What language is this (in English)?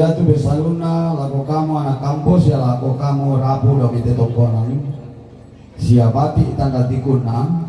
Toraja-Sa'dan